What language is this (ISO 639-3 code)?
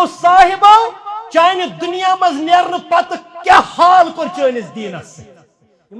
kas